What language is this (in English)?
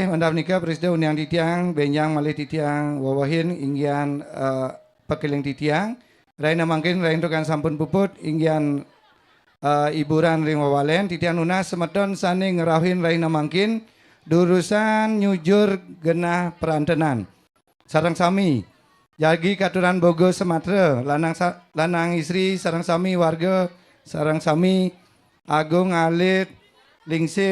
Balinese